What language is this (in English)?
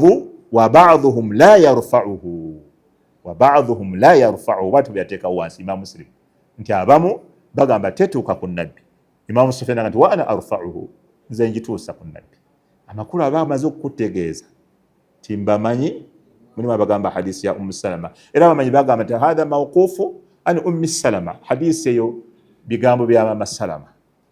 Ganda